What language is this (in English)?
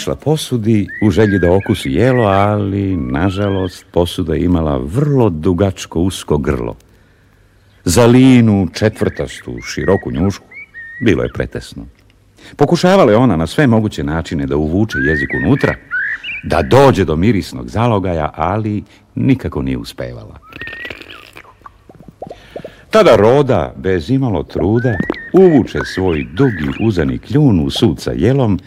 Serbian